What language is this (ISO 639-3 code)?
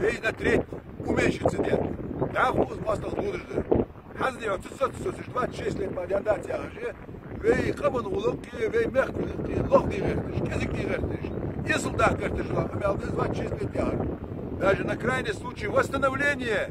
inh